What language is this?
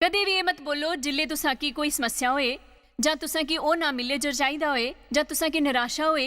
Dogri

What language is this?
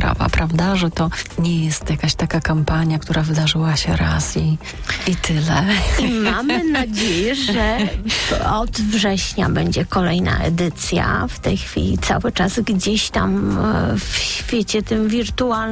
Polish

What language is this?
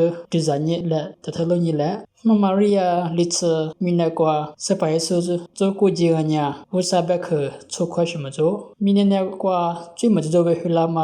Lisu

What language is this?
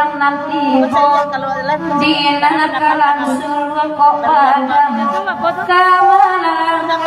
Minangkabau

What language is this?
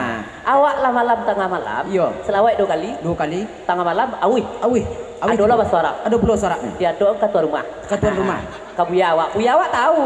Minangkabau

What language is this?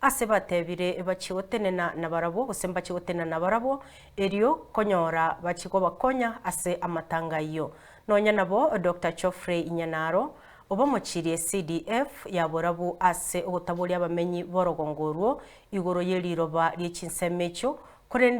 Gusii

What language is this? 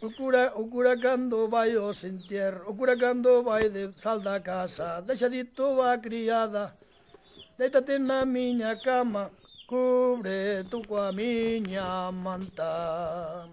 Galician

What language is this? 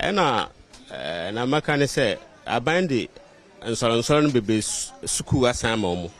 Akan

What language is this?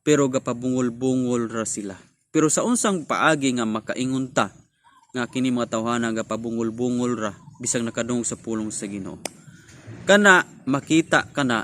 Cebuano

